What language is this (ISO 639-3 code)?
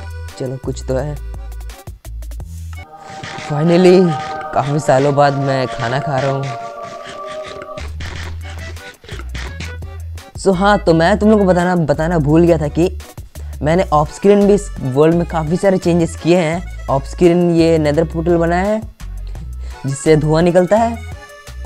hin